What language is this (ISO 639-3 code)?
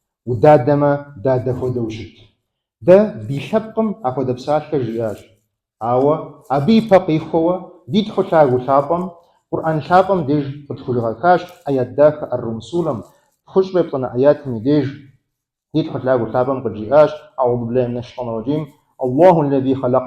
kbd